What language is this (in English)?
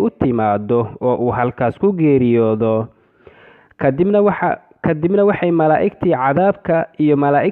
Somali